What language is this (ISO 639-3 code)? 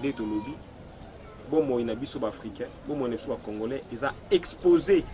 lin